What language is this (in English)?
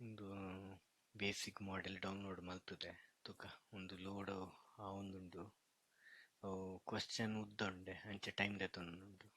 Tulu